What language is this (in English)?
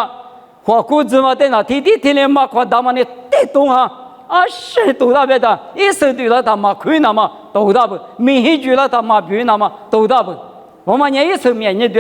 Lisu